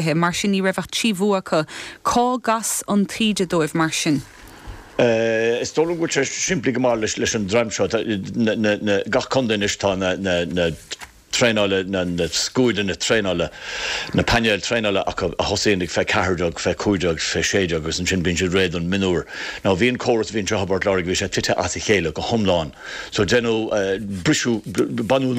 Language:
Irish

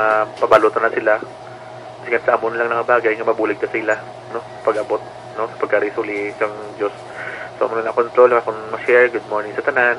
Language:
Hiligaynon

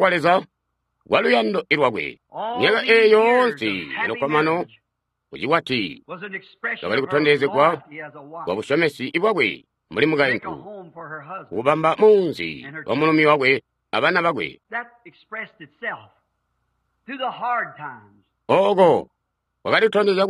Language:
Tonga (Zambia)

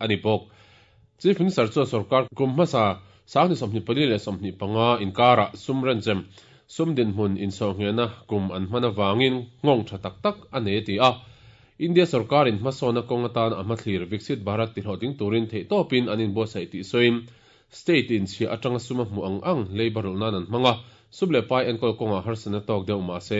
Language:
Mizo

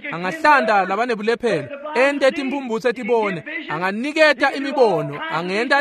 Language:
Swati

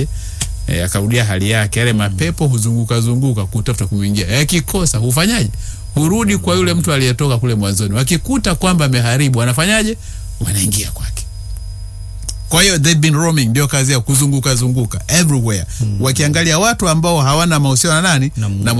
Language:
Swahili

